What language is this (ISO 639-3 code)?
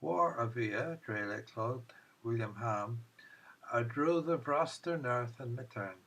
cor